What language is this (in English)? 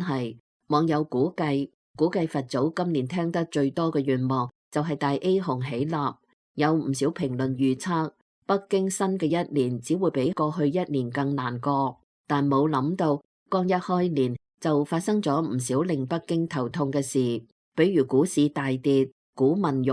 Cantonese